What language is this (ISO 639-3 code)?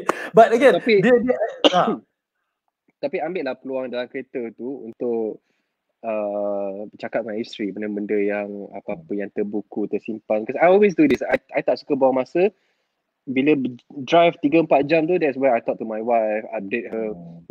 msa